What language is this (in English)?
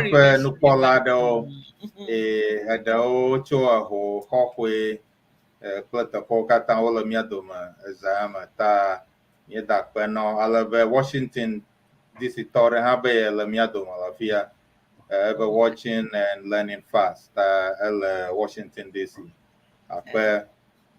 Ewe